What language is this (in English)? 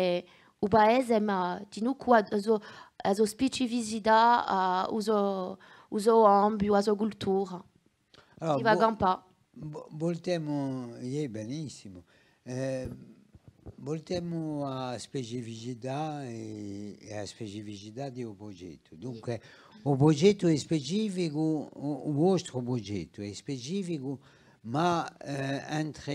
Corsican